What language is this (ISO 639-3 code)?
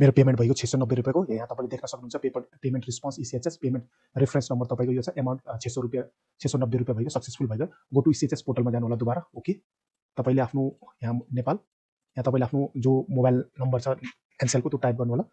nep